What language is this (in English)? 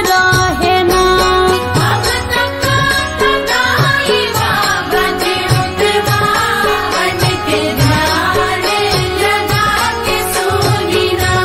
Bhojpuri